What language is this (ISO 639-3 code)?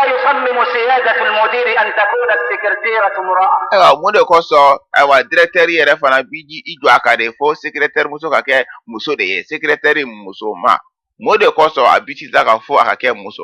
bam